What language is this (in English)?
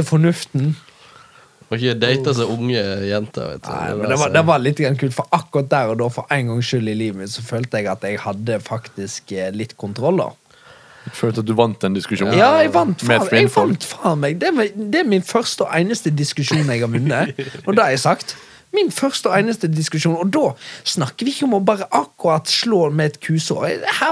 Norwegian